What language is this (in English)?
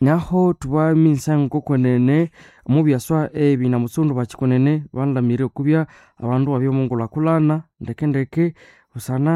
Nande